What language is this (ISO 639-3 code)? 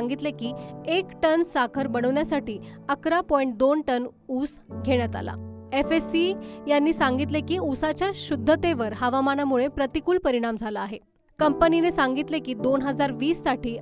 mar